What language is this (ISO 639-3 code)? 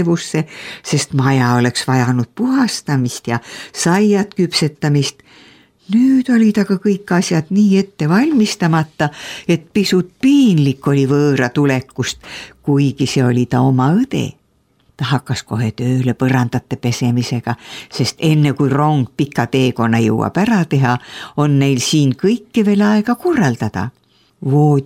est